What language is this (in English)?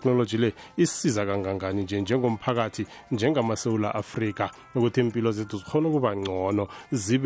South Ndebele